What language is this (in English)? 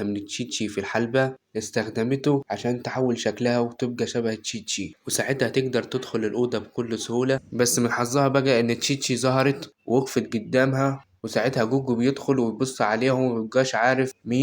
Egyptian Arabic